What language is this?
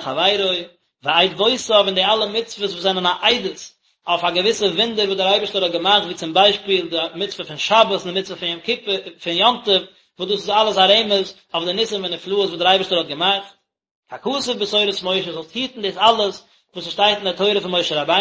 Yiddish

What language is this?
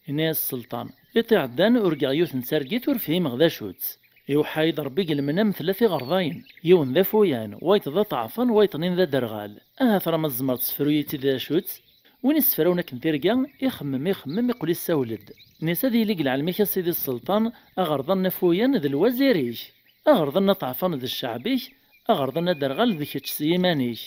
Kabyle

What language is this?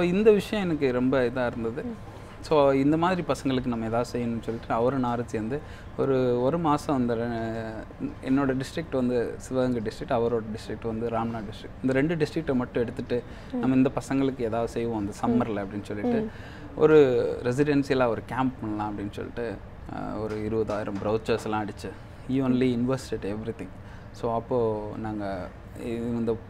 Tamil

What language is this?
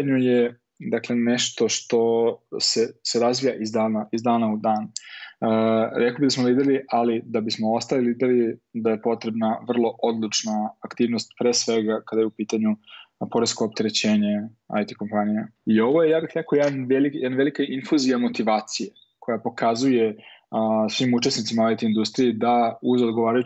Serbian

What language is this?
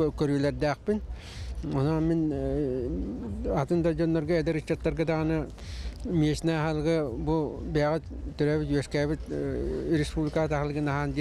Yakut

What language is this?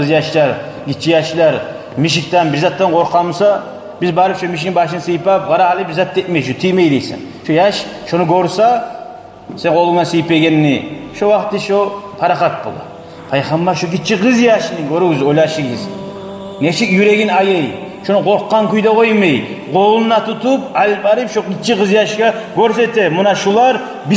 Kumyk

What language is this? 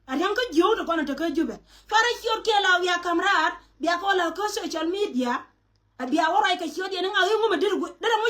Nuer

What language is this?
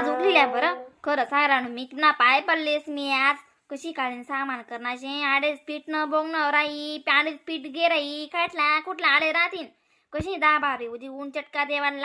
Khandesi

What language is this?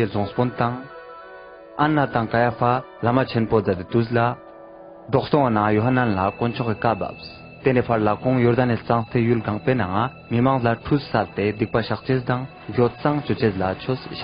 Ladakhi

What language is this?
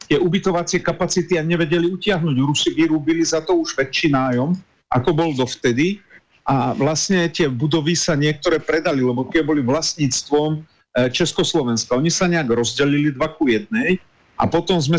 Slovak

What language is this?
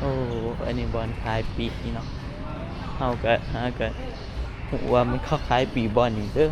Northeastern Thai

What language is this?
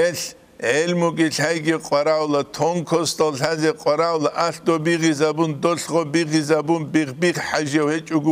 Avaric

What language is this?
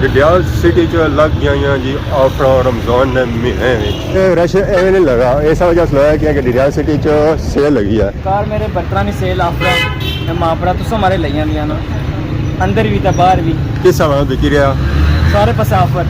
Pahari-Potwari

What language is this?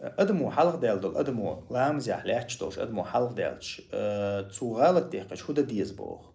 Chechen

